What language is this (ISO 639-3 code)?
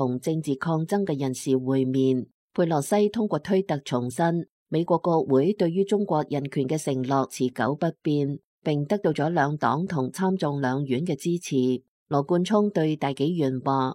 yue